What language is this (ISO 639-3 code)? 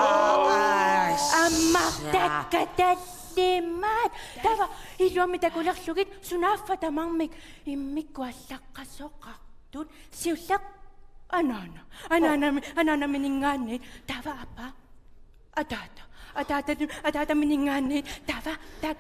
kal